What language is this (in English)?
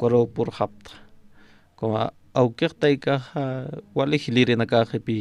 Aymara